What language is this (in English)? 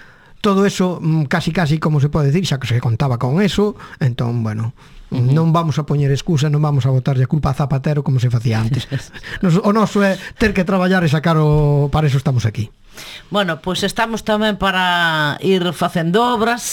Galician